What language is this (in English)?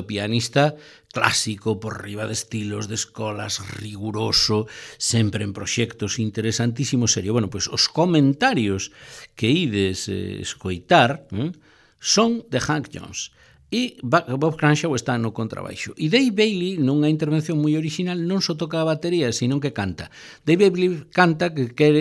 Galician